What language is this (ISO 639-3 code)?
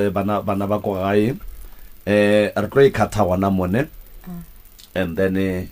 nso